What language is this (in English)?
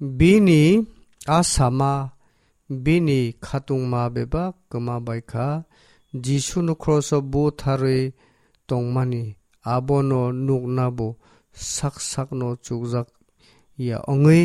Kok Borok